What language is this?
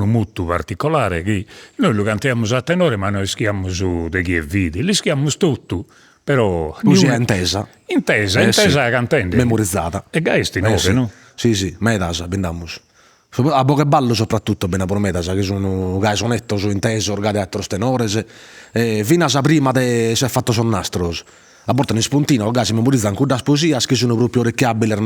Sardinian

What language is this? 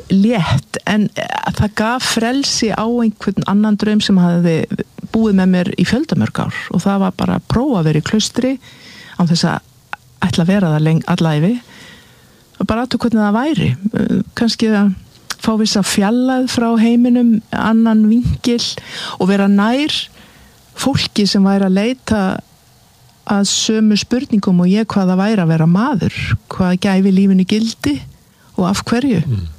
Icelandic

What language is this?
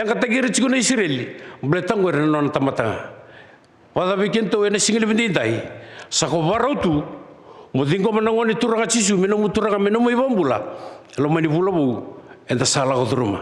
Fijian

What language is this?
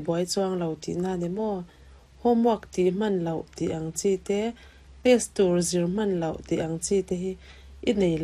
Mizo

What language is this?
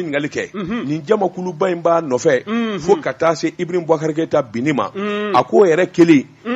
Bambara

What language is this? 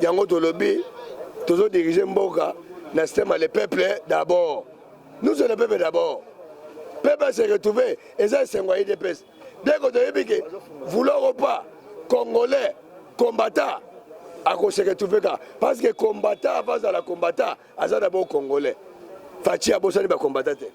Lingala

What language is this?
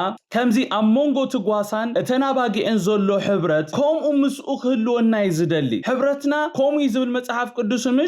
Tigrinya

